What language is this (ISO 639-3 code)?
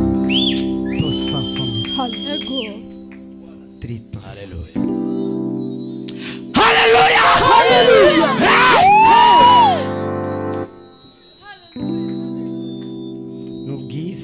kin